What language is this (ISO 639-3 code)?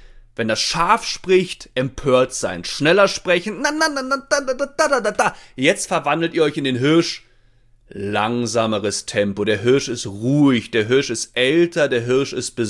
deu